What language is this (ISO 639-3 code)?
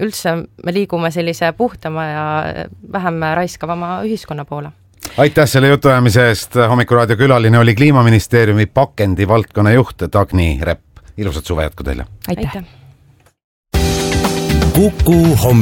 est